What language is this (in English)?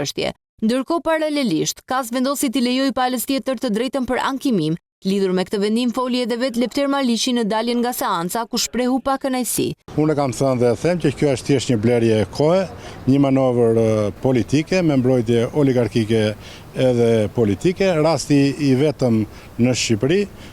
Albanian